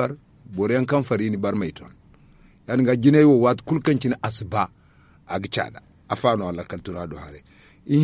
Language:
Zarma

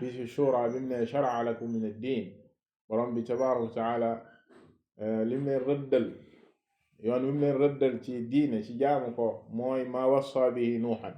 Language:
Wolof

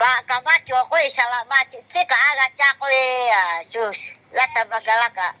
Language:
Lahu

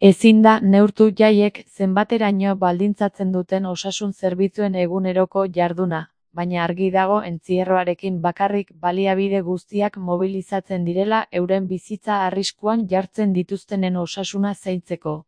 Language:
Basque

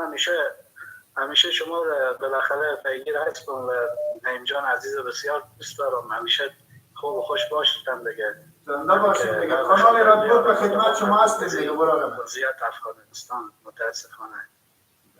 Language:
Persian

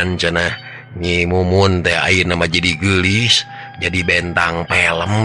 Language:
Sundanese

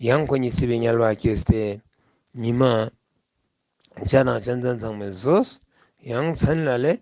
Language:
Ladakhi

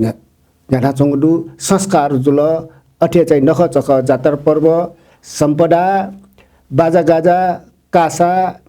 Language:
Newari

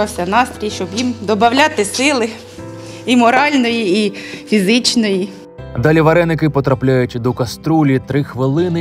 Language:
Ukrainian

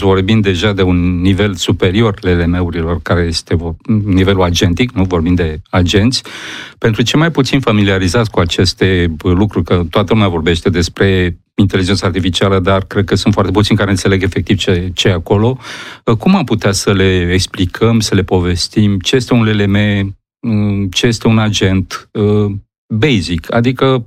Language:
Romanian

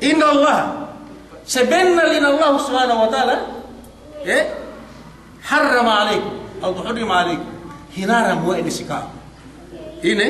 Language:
Yakan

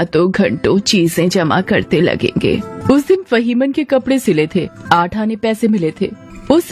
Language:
Hindi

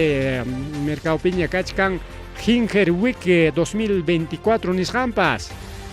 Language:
Ayacucho Quechua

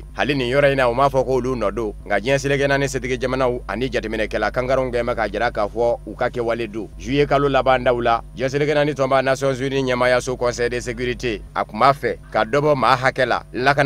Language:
Bambara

